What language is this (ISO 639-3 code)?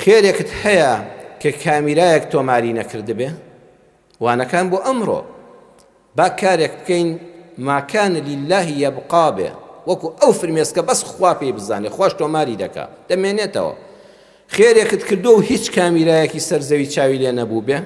ckb